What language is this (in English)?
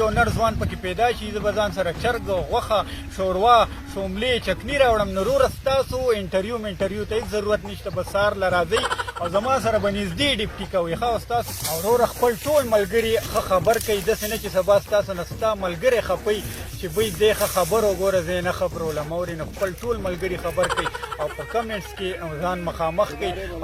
Pashto